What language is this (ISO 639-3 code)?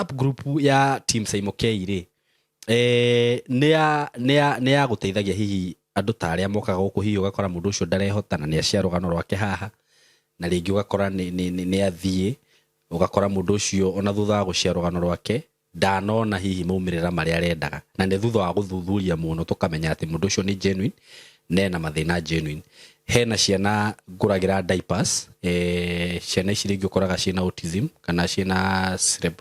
kik